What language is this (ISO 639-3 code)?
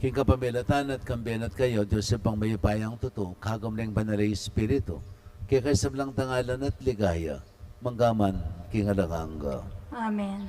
pam